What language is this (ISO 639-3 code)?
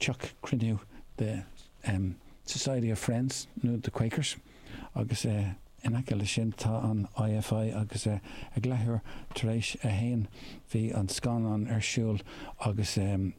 gle